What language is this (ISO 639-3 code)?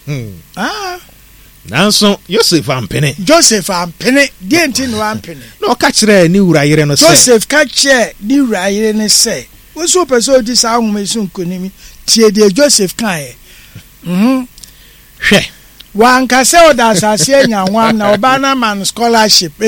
aka